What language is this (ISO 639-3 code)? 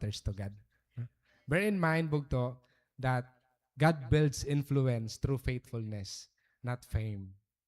war